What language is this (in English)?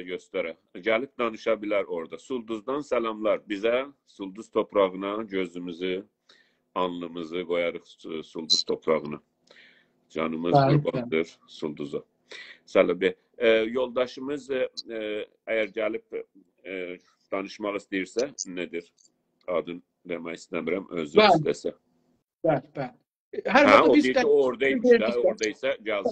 South Azerbaijani